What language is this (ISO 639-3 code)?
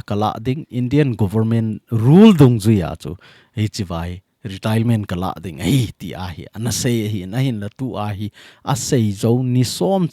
tcz